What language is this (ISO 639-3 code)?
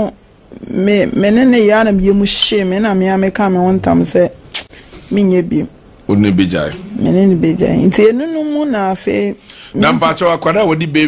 aka